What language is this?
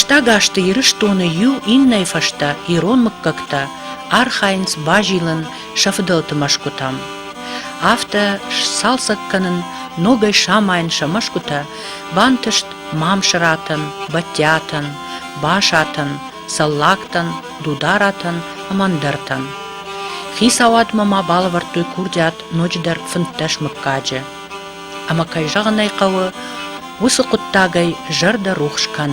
Ossetic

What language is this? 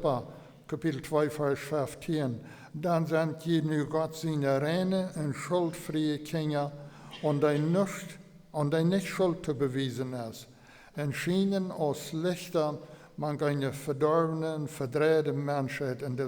Plautdietsch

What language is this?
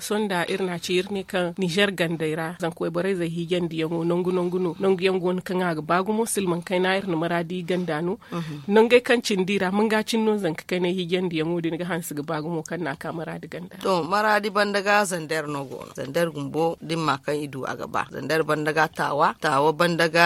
Zarma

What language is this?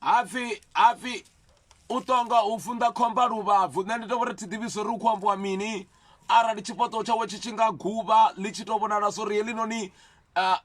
Venda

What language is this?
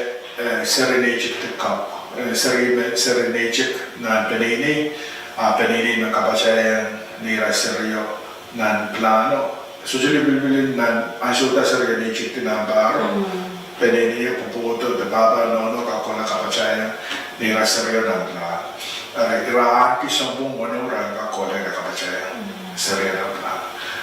Pohnpeian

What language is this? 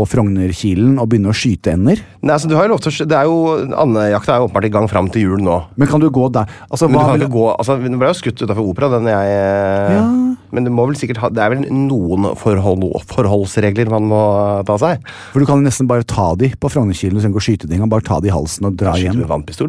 Norwegian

